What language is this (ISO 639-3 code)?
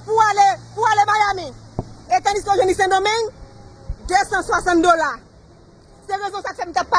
hat